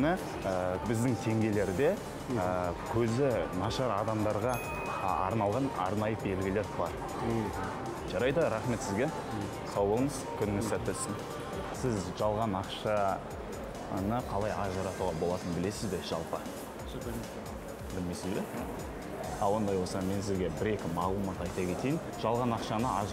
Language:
Kazakh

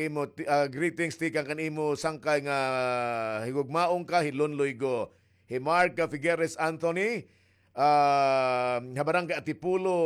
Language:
Waray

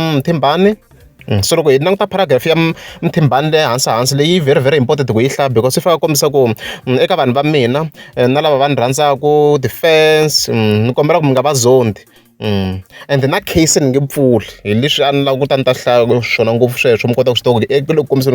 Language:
Tsonga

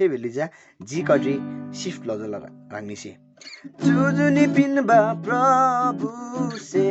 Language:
Eastern Tamang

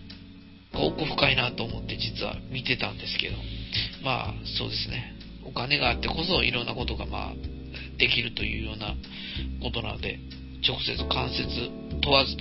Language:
Japanese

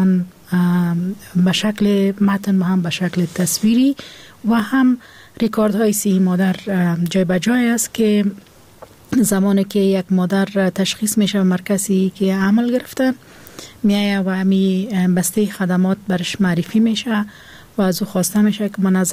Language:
Persian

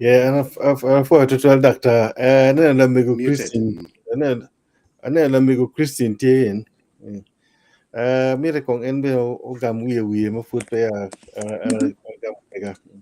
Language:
Acoli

